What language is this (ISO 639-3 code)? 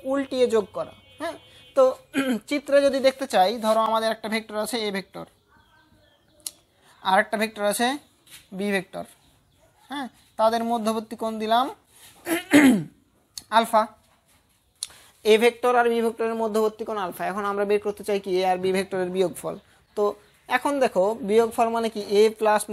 ben